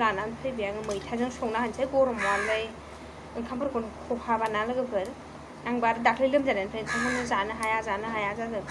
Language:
Bodo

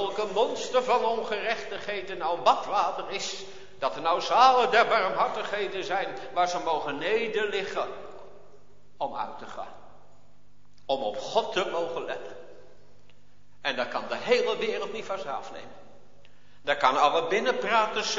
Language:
Dutch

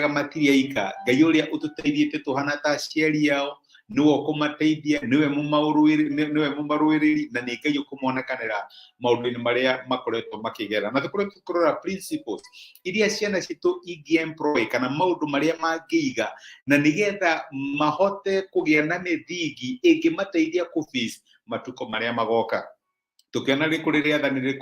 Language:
Kikuyu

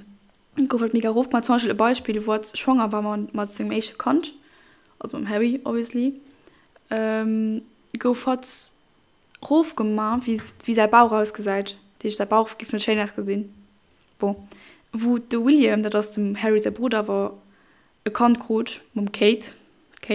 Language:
Luxembourgish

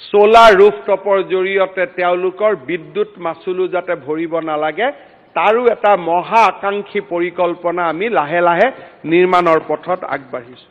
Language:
Assamese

